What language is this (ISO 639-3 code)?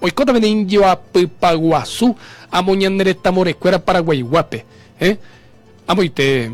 grn